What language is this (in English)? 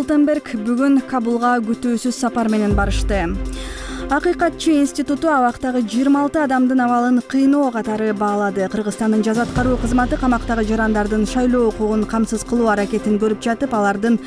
Kyrgyz